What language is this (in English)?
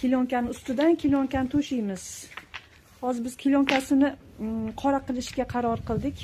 Uzbek